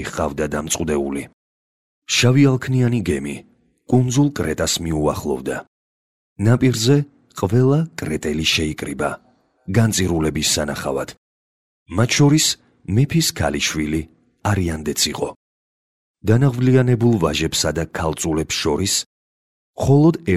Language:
Georgian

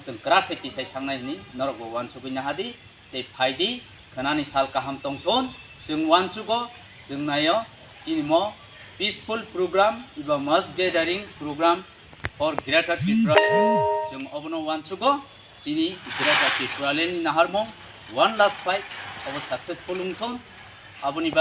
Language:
Kok Borok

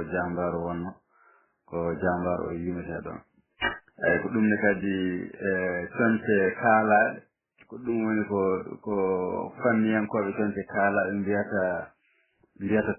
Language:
Fula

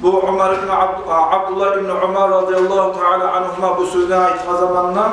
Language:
Kumyk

